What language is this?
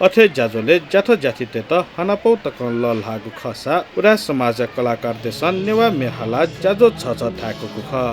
Newari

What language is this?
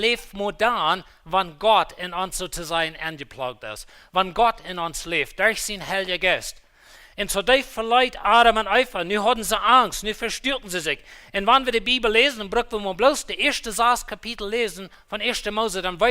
Plautdietsch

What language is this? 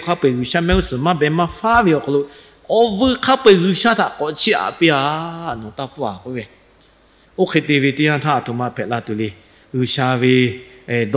Lahu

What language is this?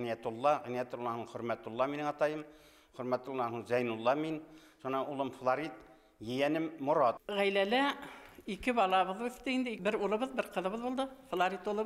Bashkir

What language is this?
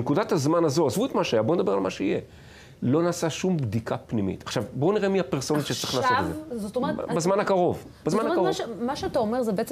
Hebrew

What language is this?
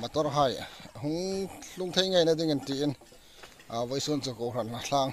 Hmar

